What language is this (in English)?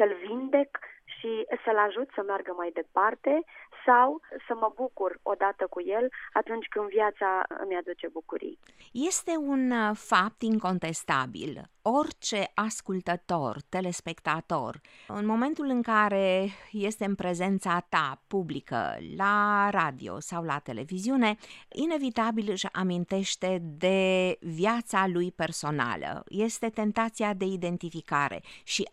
Romanian